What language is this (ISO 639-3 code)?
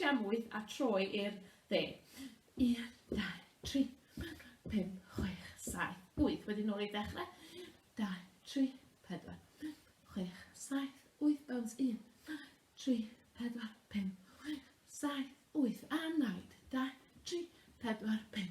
cym